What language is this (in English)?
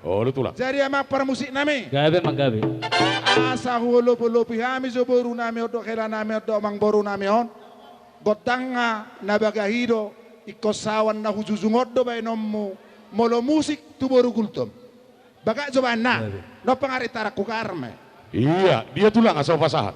Batak Toba